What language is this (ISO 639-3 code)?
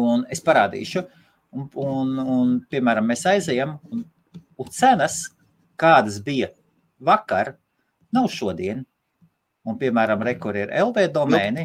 lav